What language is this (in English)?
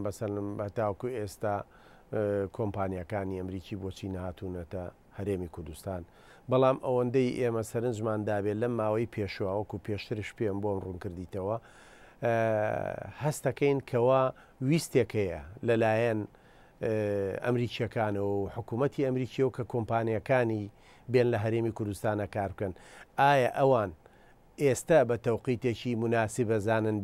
Central Kurdish